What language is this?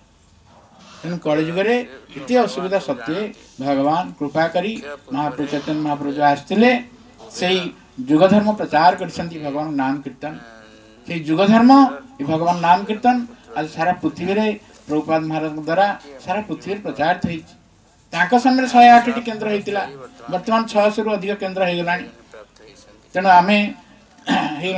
Odia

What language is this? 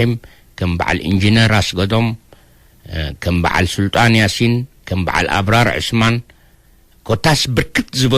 Tigrinya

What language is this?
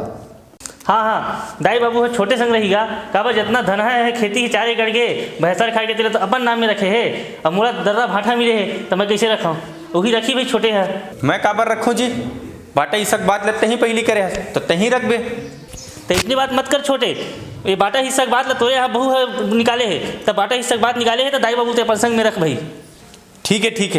Chhattisgarhi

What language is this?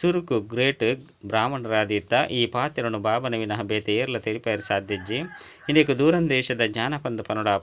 Tulu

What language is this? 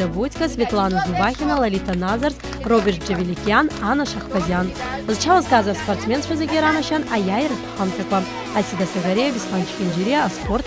Abkhazian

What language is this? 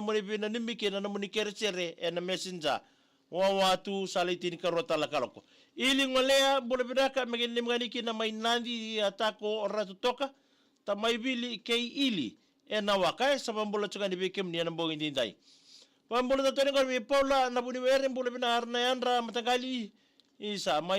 Fijian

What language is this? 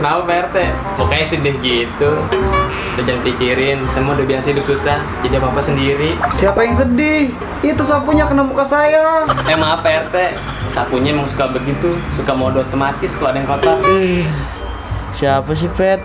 Betawi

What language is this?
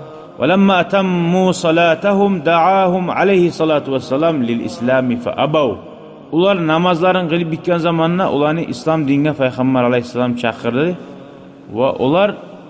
Kumyk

